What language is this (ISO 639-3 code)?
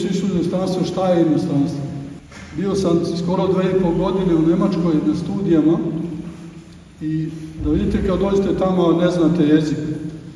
srp